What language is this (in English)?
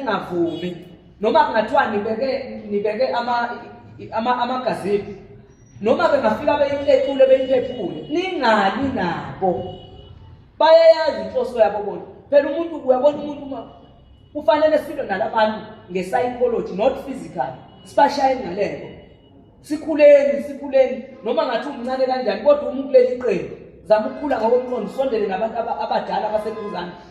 Zulu